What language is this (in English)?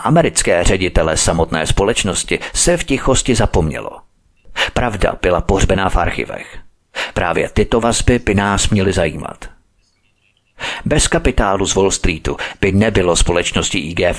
Czech